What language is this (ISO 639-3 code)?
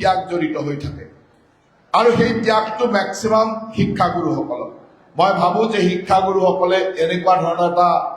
asm